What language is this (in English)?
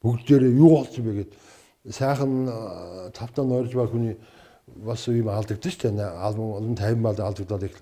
Mongolian